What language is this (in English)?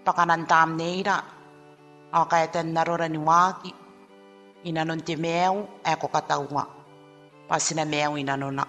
Gilbertese